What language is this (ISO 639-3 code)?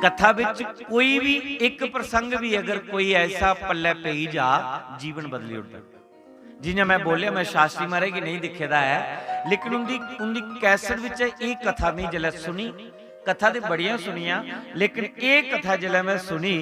doi